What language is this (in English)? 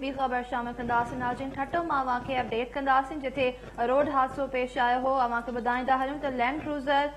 Sindhi